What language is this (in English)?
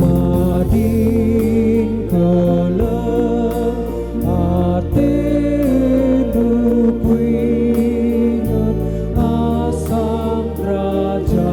Batak Karo